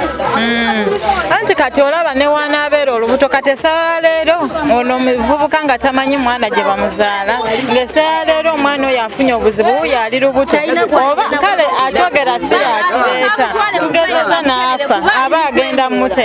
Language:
Ganda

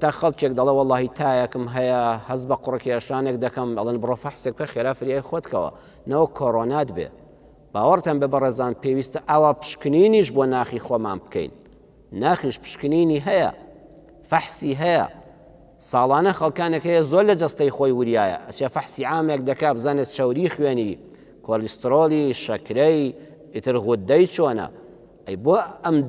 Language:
Central Kurdish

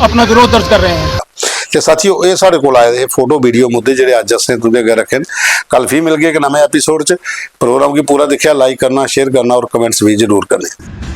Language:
Dogri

